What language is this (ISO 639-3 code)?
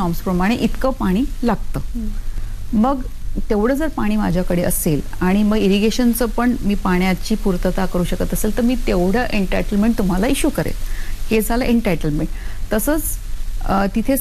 mar